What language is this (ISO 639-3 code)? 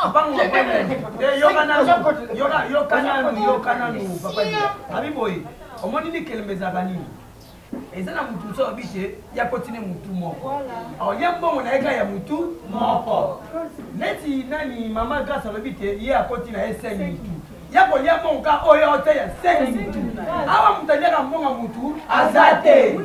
lin